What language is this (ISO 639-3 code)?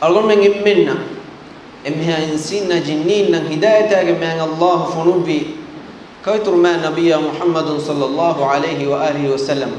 div